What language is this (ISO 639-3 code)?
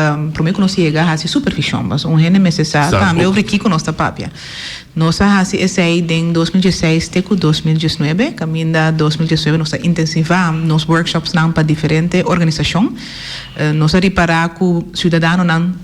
pap